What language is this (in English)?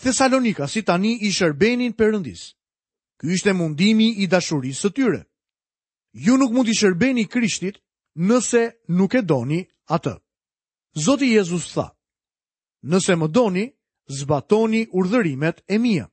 Albanian